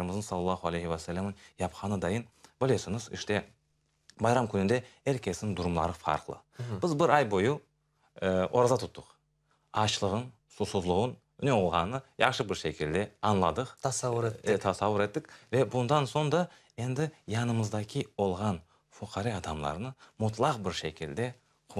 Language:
Crimean Tatar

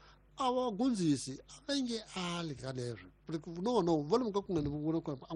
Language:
Tsonga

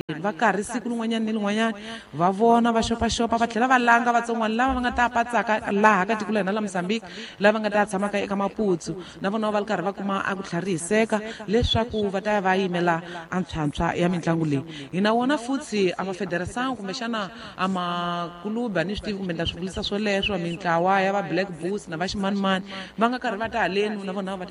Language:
Tsonga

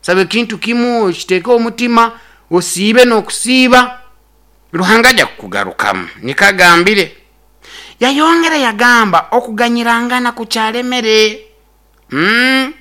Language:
Nyoro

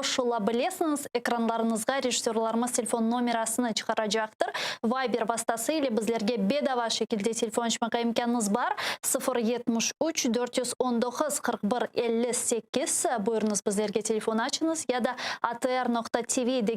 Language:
Crimean Tatar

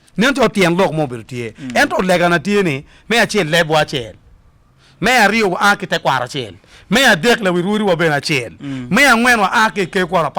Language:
Acoli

